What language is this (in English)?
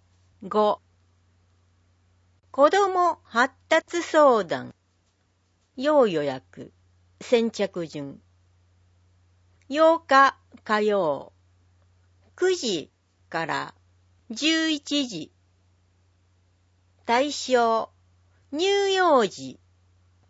Japanese